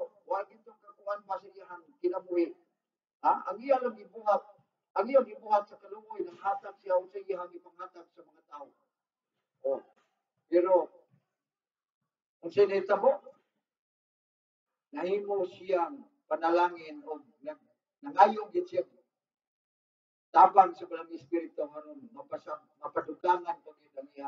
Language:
Cebuano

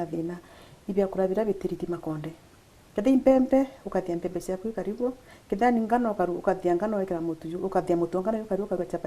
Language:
Meru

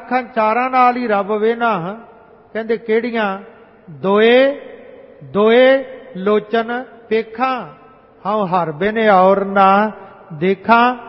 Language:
Punjabi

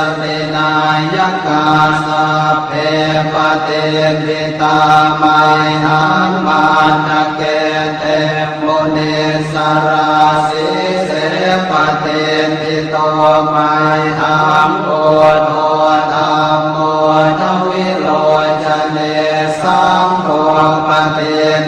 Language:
Pali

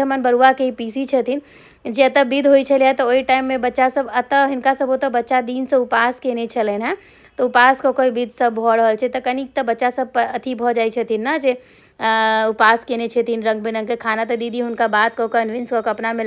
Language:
Maithili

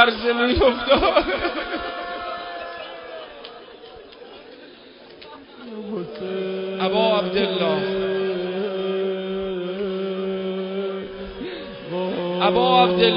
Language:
Persian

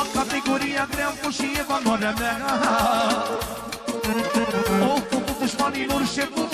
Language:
Romanian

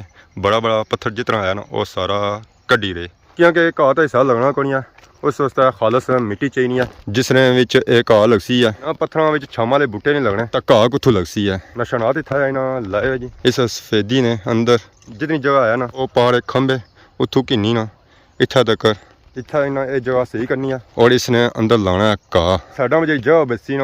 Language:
Pahari-Potwari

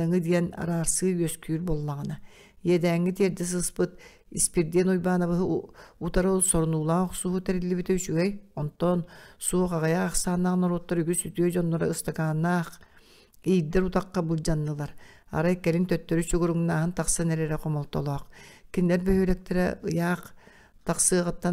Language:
Yakut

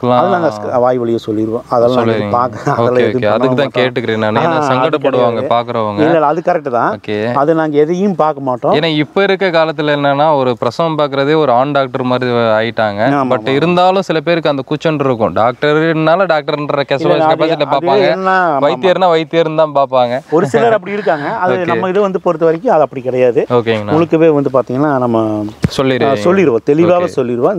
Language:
Tamil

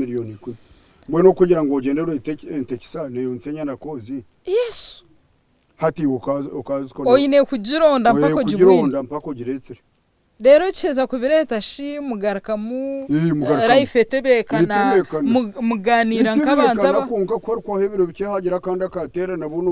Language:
Nyankole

